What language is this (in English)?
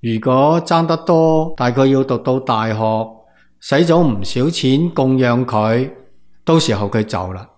Cantonese